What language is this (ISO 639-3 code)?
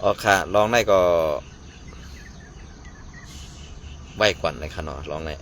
shn